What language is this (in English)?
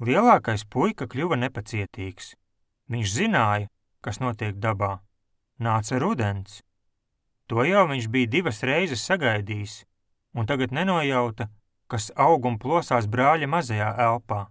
Latvian